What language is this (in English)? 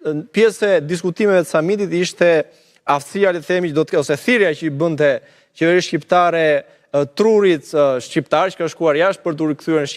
Albanian